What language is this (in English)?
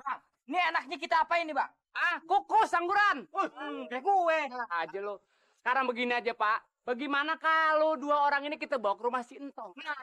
Betawi